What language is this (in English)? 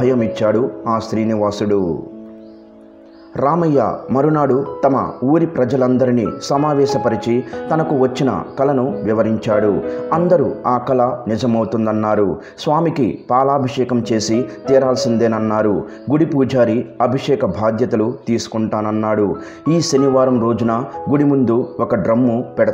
Telugu